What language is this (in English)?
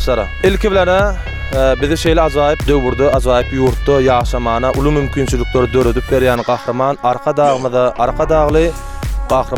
Turkmen